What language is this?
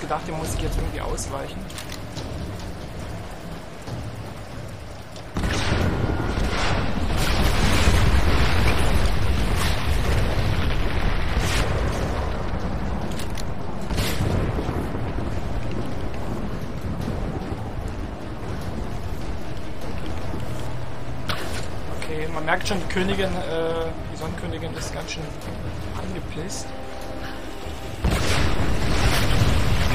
German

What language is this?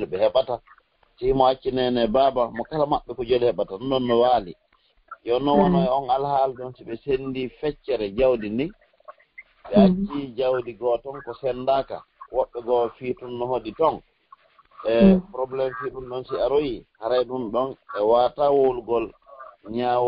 Fula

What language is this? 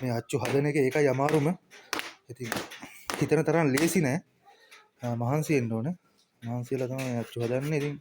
Sinhala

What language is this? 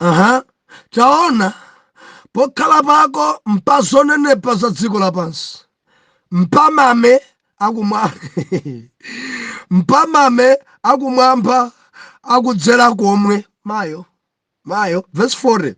Nyanja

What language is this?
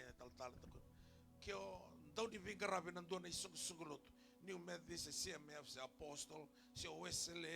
Fijian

